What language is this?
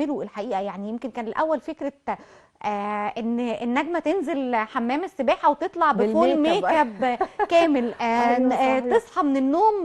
Egyptian Arabic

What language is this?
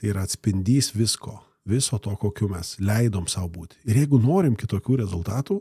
Lithuanian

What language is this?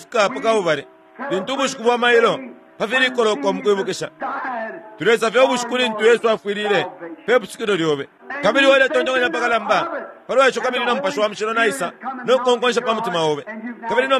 Bemba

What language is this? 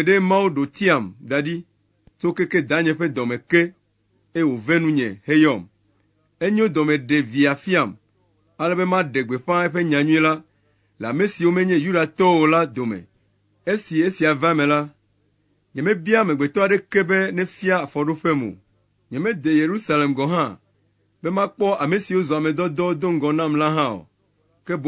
Ewe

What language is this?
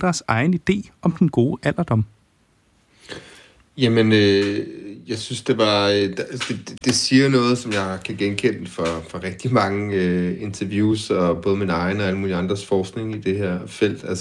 Danish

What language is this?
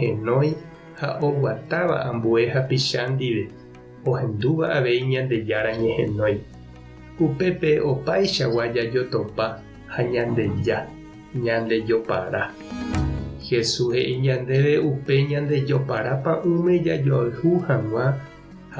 Guarani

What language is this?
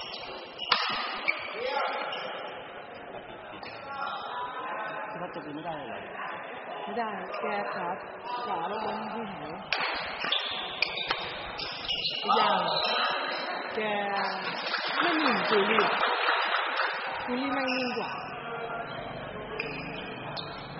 Thai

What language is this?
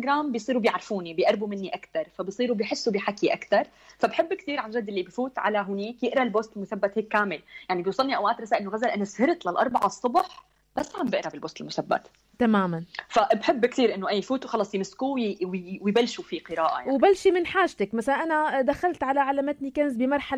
North Levantine Arabic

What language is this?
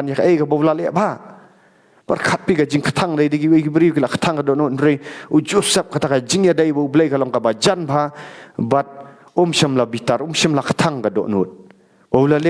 Khasi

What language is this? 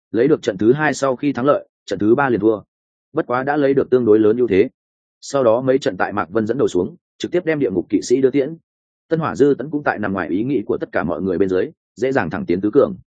Vietnamese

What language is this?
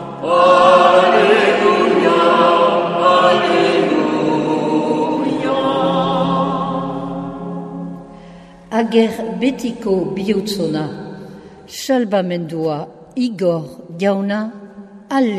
Basque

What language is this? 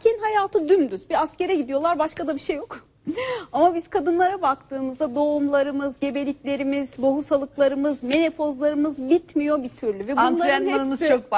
Turkish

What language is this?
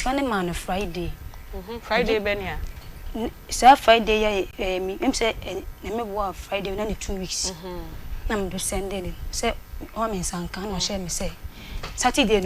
Akan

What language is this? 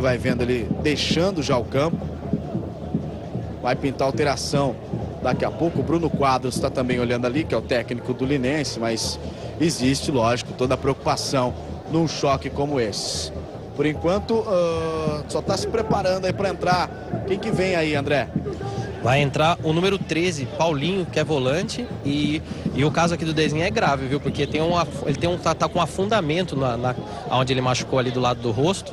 Portuguese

